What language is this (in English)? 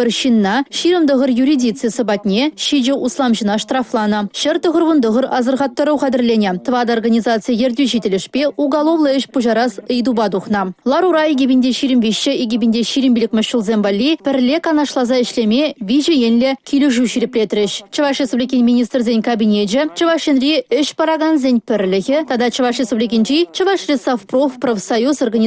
Chuvash